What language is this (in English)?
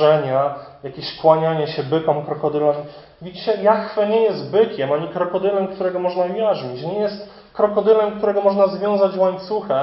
Polish